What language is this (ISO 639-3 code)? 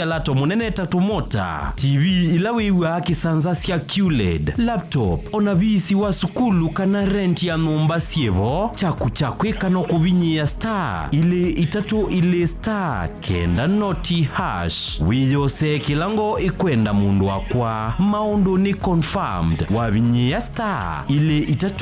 kam